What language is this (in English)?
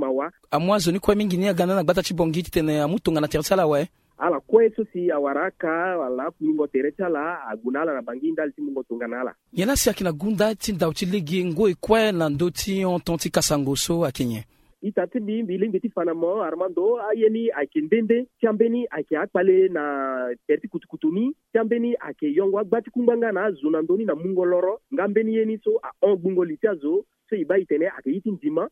Sango